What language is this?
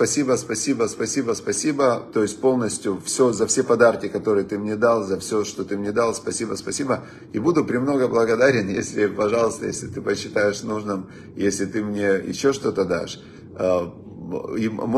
Russian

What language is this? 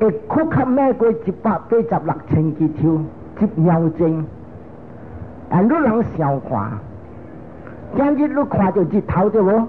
Min Nan Chinese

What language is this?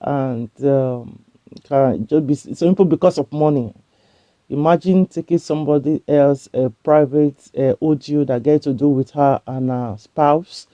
Nigerian Pidgin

